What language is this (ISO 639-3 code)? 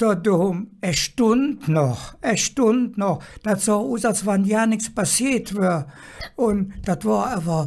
ksh